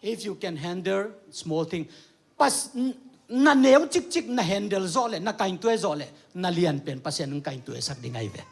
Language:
Tedim Chin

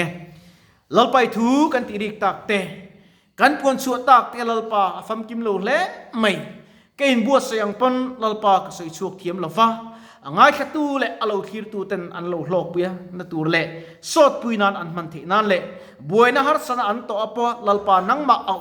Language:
Mizo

